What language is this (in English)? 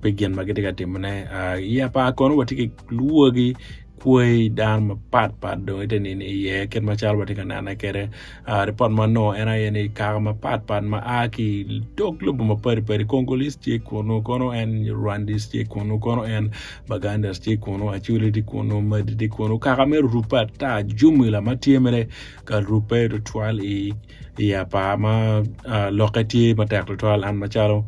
Acoli